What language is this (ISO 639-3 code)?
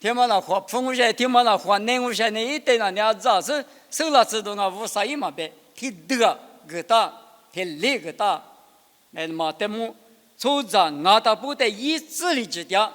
lis